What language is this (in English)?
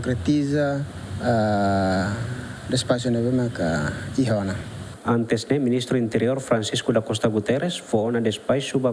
Tetum